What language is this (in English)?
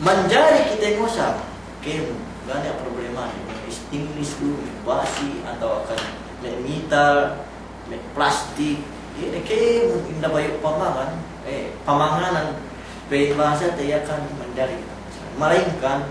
Yakan